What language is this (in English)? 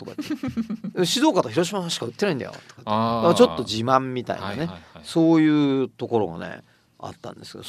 Japanese